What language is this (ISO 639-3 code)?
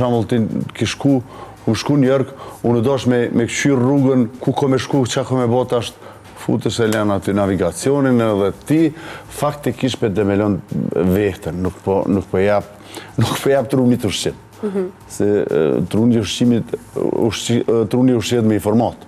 sqi